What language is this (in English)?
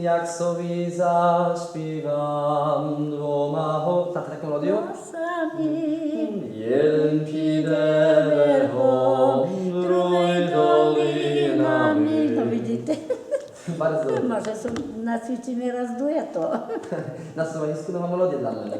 Rusyn